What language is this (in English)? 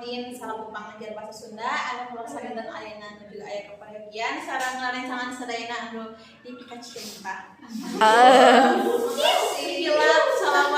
Sundanese